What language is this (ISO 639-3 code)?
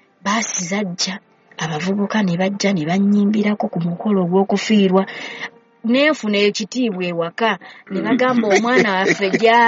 lug